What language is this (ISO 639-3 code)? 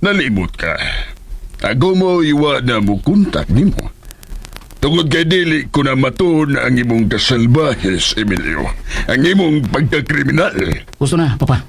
ceb